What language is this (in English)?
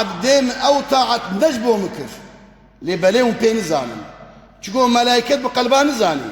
Kurdish